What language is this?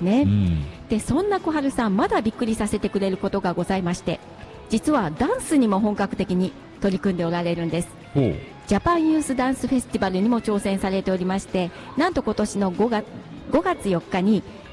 Japanese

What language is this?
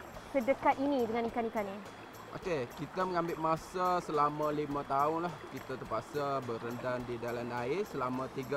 Malay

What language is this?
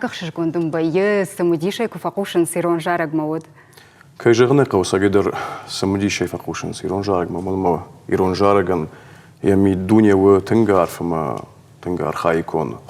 Ossetic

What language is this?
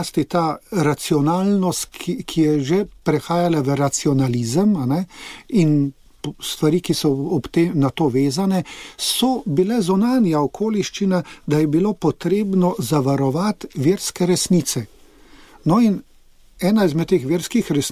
Slovenian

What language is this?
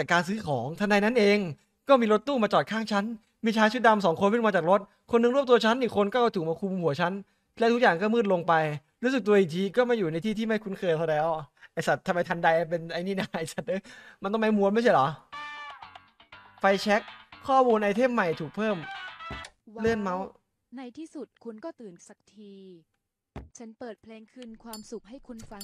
Thai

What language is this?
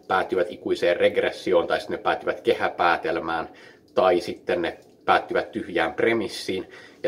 Finnish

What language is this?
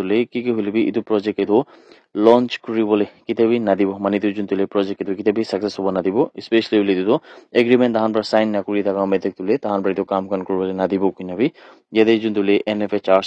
Naga Pidgin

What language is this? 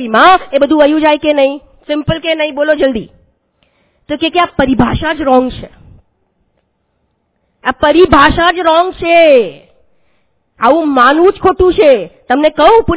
Gujarati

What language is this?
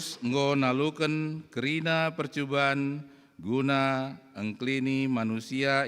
Batak Karo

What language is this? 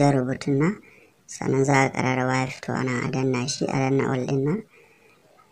Hausa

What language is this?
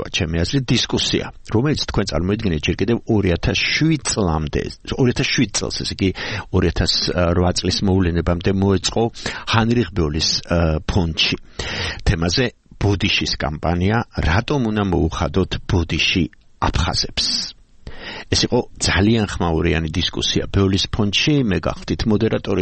Georgian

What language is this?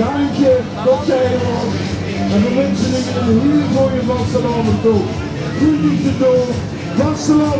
Limburgish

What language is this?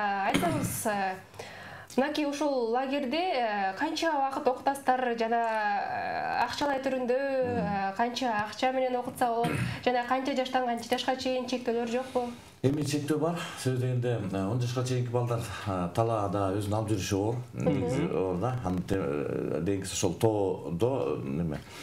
Kyrgyz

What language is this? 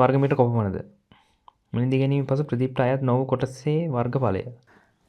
Sinhala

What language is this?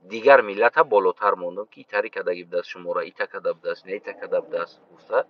Tajik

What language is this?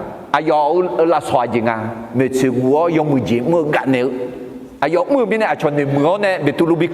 Akha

